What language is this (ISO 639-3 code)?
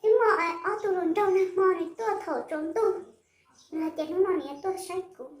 hmn